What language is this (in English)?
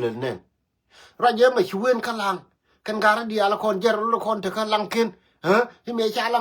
Nuer